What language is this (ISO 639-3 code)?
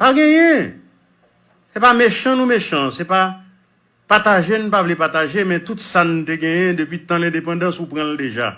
hat